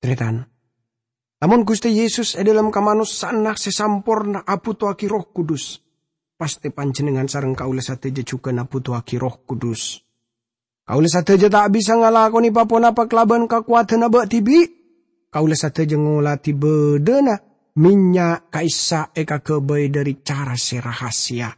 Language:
Madurese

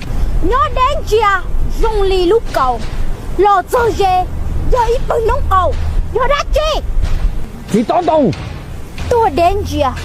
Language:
Hmong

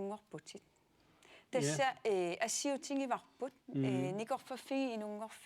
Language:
Kalaallisut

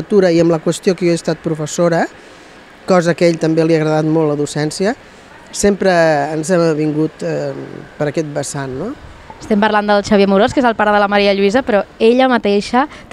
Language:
Catalan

